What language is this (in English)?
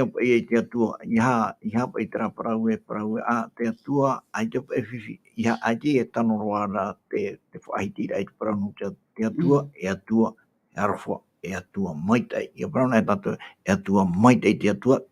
Tahitian